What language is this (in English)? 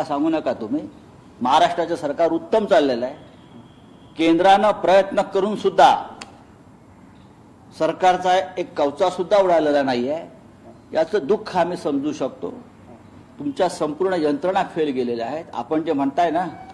Marathi